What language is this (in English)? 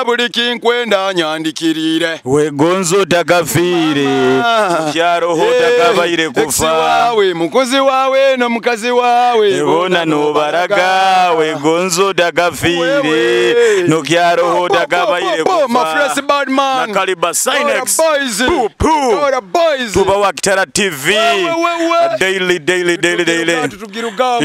Nyoro